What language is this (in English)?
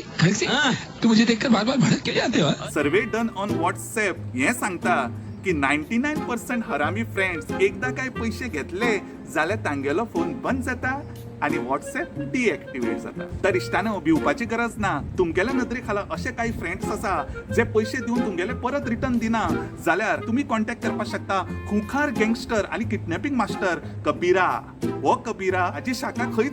Konkani